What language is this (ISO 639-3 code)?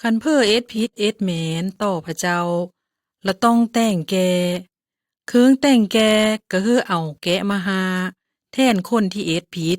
lao